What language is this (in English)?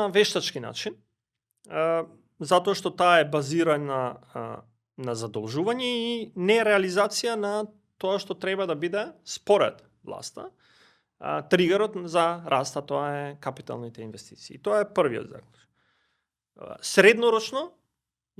Macedonian